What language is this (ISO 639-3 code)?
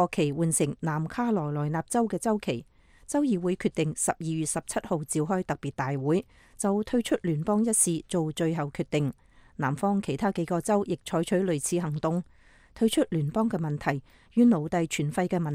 yue